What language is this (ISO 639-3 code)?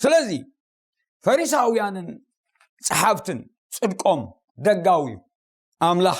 tir